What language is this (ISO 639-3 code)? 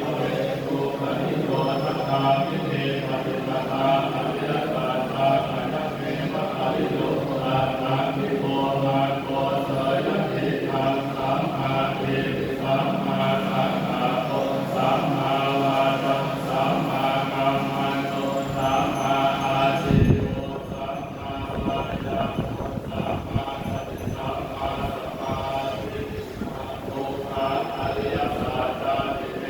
pli